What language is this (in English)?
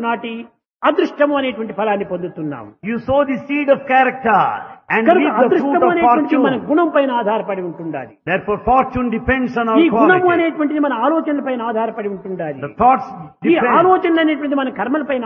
Telugu